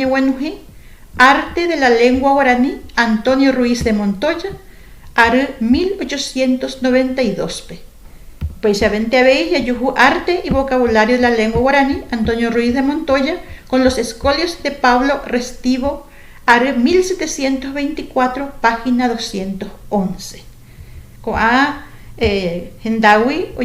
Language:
Guarani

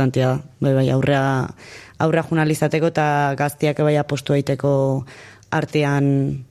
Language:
Basque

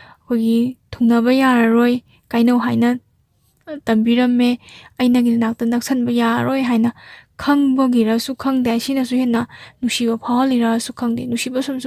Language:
Manipuri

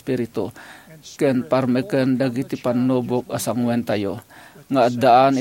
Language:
Iloko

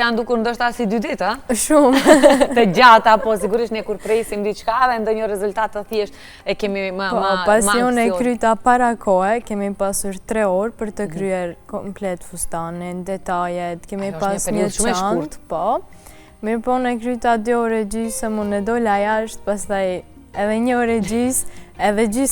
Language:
Albanian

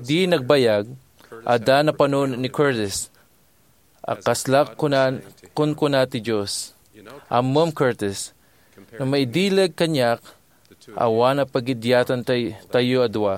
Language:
Iloko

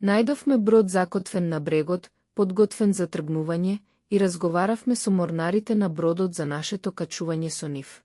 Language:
Macedonian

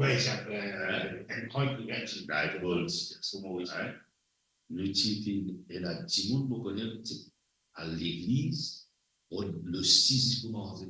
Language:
Morisyen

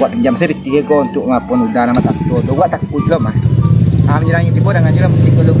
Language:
Minangkabau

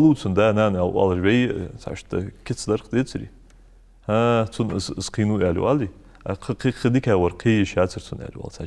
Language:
Ingush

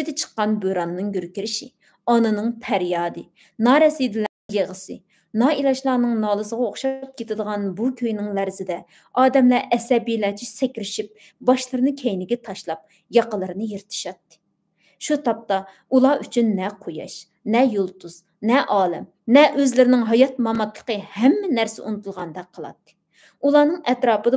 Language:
Uyghur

